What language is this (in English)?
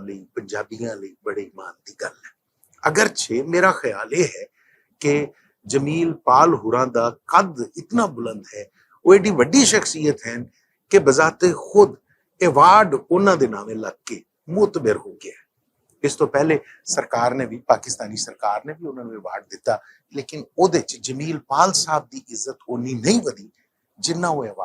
Western Panjabi